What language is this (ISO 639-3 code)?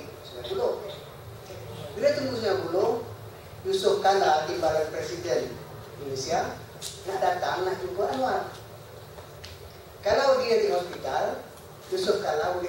msa